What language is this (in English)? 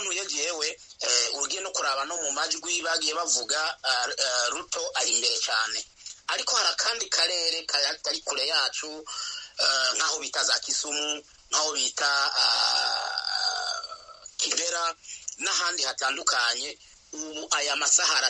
Kinyarwanda